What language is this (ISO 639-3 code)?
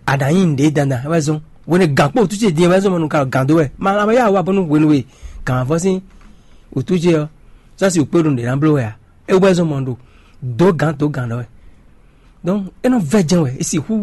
fon